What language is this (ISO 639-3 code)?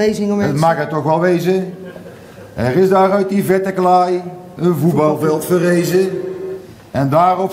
nld